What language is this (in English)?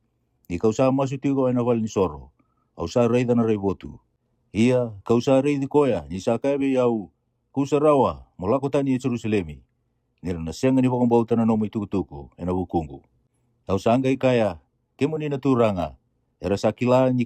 Fijian